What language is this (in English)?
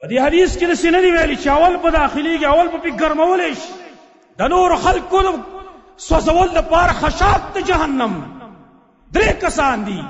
Pashto